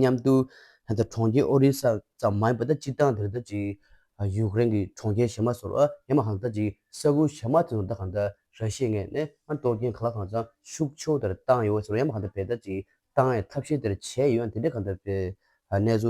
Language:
Tibetan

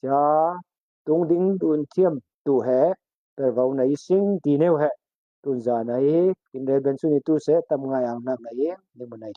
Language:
Falam Chin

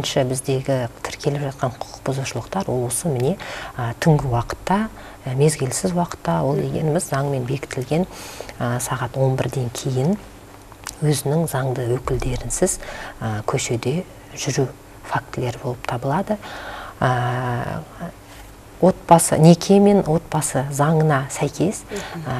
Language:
Kazakh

